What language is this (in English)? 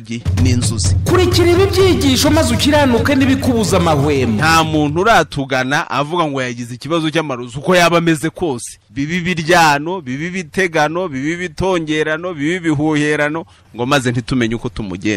Kinyarwanda